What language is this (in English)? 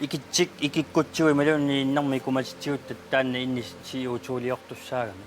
Kalaallisut